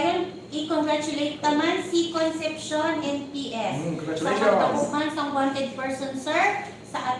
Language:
Hiligaynon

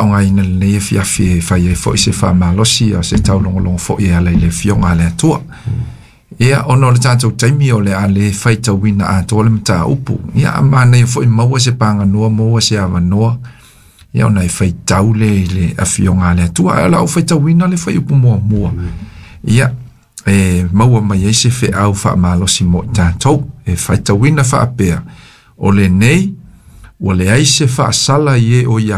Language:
Samoan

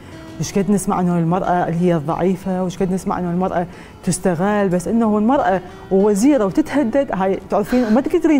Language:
Mesopotamian Arabic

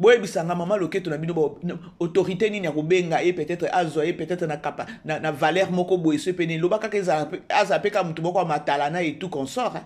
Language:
Lingala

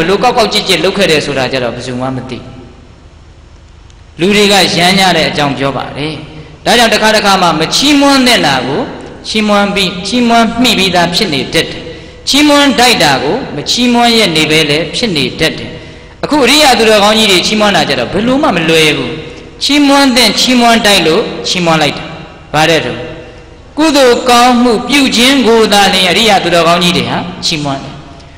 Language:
Burmese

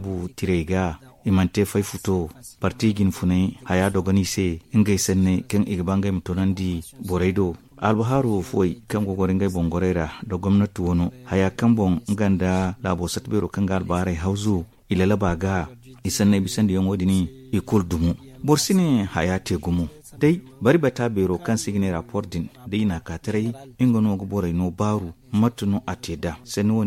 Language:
Zarma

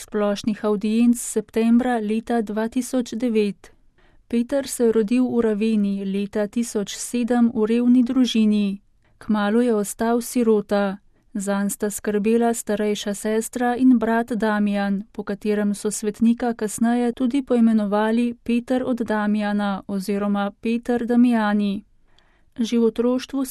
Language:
Slovenian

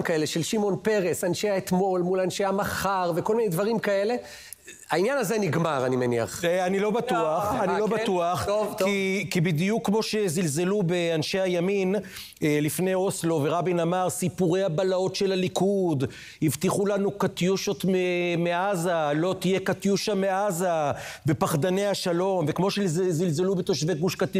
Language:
Hebrew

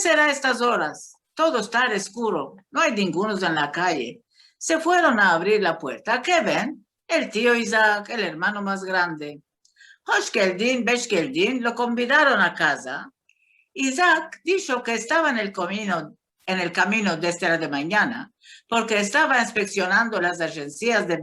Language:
Ladino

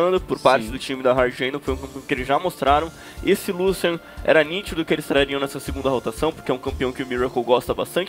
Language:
Portuguese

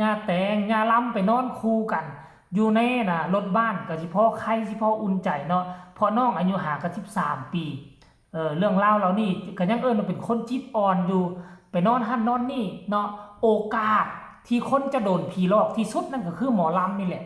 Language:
Northeastern Thai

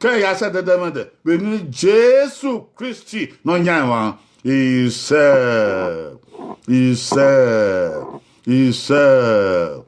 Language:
Bini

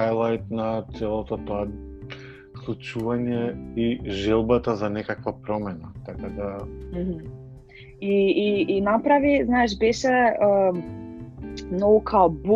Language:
Macedonian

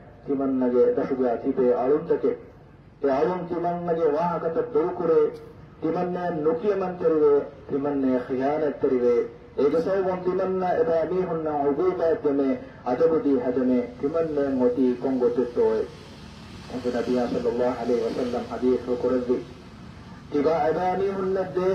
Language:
Divehi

